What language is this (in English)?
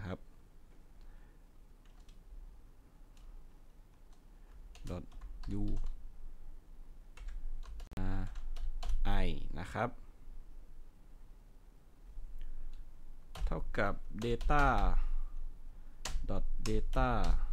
Thai